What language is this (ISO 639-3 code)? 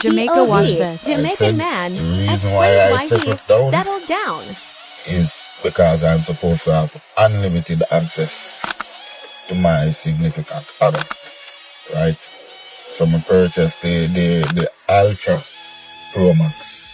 jam